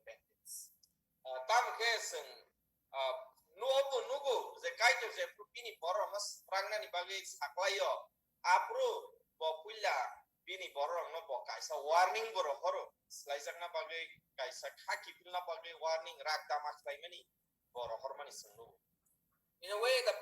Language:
Kok Borok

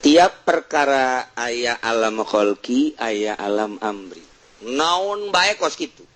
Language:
Sundanese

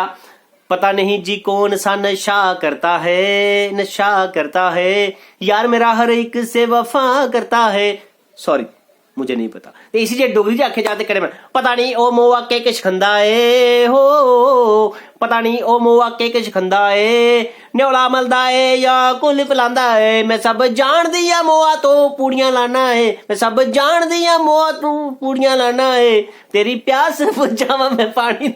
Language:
Dogri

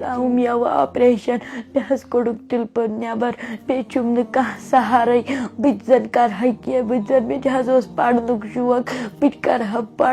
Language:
Kashmiri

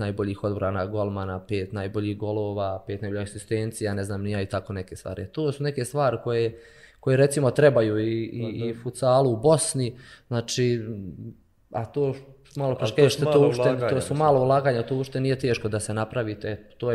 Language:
Bosnian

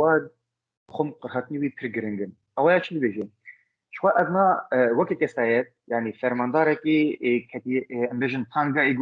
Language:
Kurdish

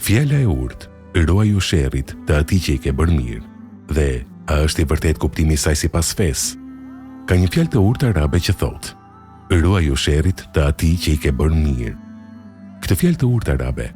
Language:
Albanian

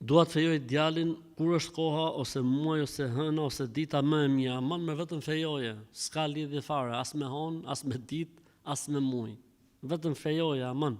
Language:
Albanian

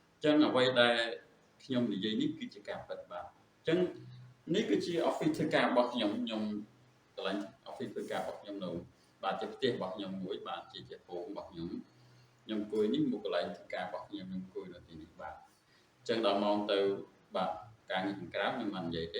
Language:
Khmer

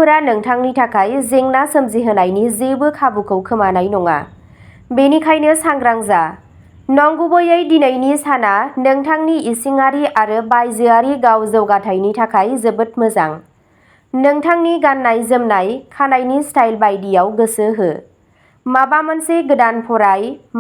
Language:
Bodo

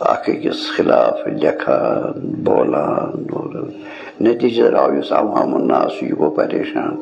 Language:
Kashmiri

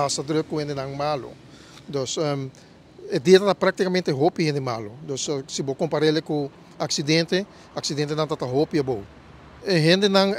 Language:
Papiamento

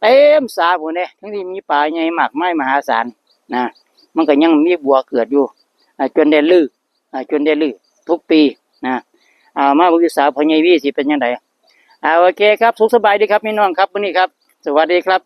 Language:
Northeastern Thai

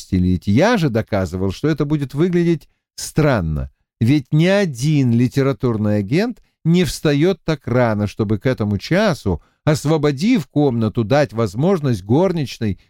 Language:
Russian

